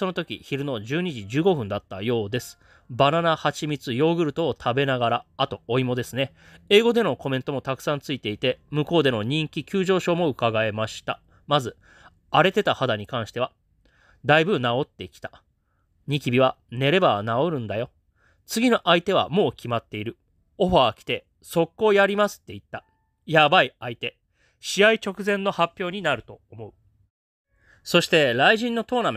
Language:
Japanese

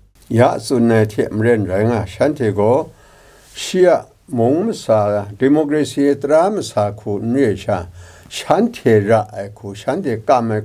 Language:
Kachin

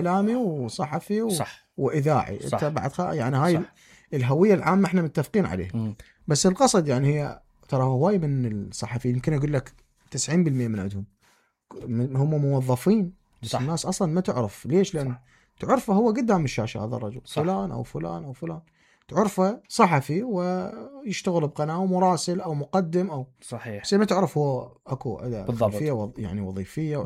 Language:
Mesopotamian Arabic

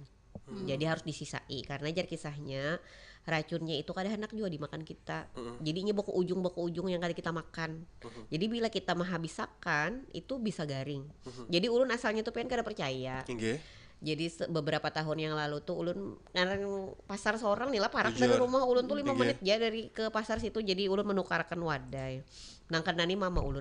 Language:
Banjar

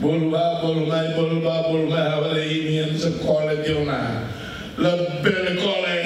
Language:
Tetum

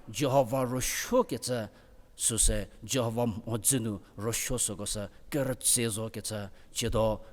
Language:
Angami Naga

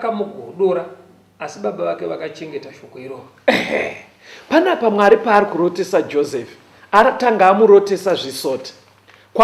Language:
Shona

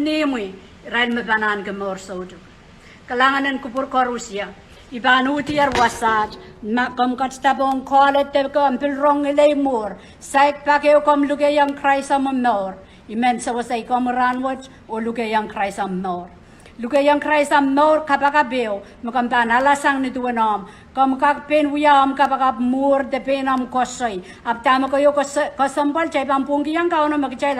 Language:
Pohnpeian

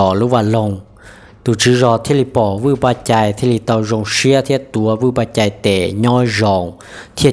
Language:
Hmong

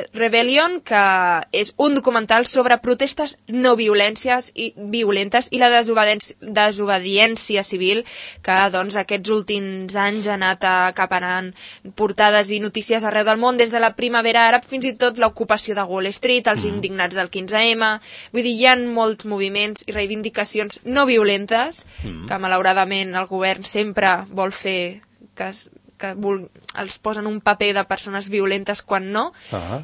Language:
Catalan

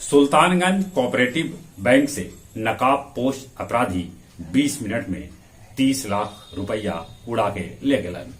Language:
Magahi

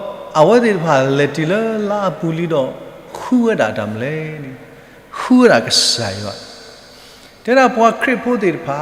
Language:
S'gaw Karen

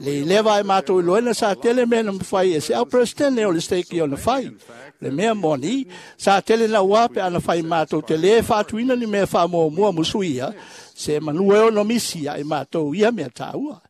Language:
Samoan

